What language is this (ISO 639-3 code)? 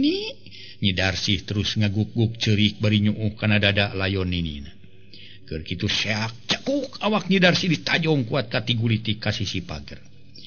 sun